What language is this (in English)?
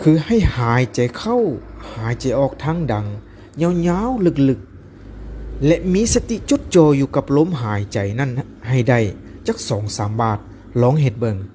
Lao